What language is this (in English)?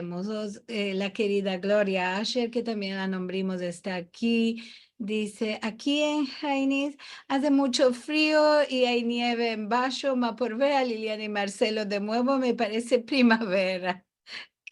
Ladino